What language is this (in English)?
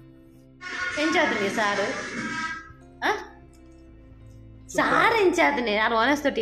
Tulu